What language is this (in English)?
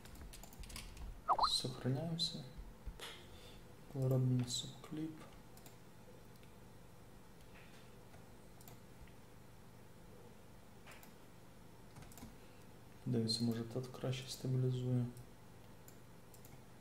Ukrainian